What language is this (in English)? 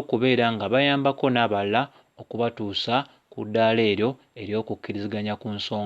Ganda